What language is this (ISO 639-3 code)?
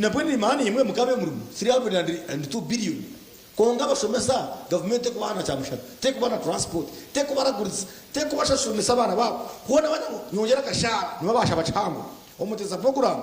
nyn